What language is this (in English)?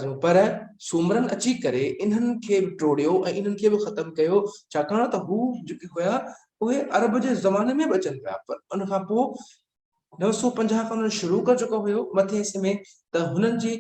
Sindhi